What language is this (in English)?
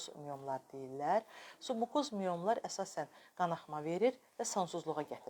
Azerbaijani